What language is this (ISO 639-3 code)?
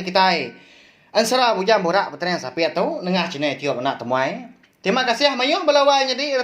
iba